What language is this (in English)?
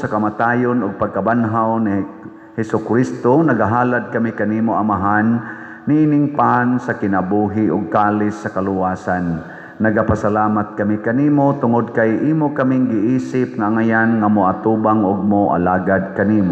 Cebuano